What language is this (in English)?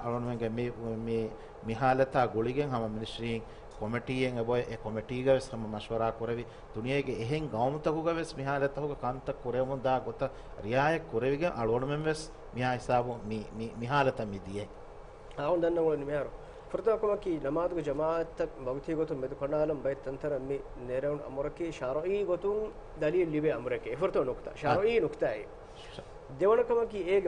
Divehi